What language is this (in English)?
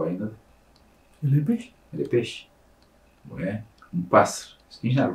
Kabuverdianu